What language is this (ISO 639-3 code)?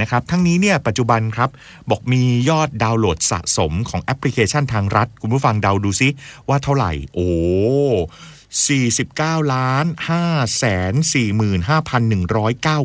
tha